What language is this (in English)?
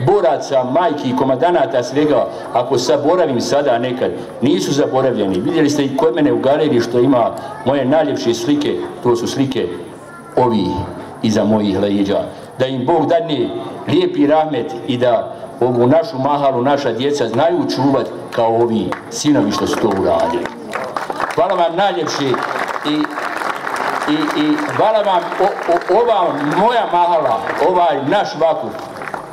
Bosnian